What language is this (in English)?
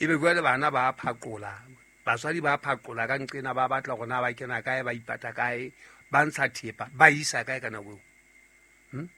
Southern Sotho